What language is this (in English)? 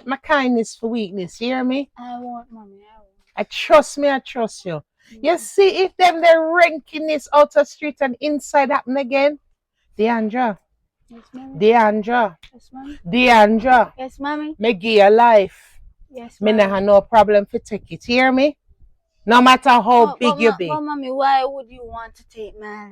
Jamaican Creole English